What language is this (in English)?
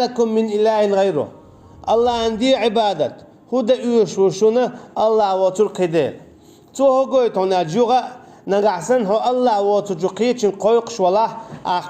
Chechen